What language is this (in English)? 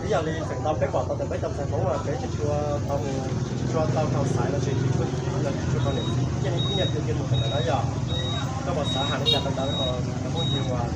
Hmong